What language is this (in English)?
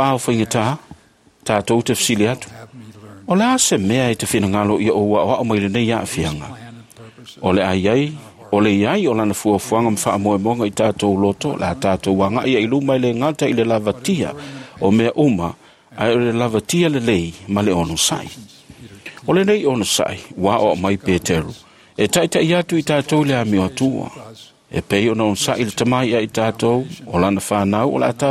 Samoan